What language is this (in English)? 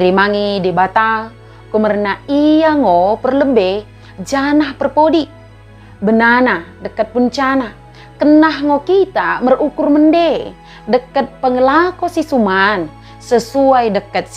Batak Dairi